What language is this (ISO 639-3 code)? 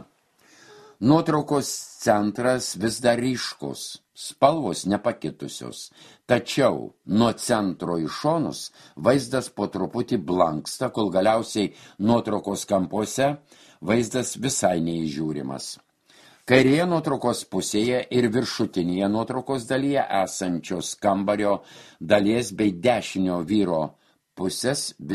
lit